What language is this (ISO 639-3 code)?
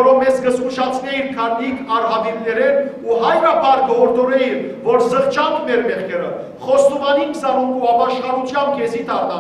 hyw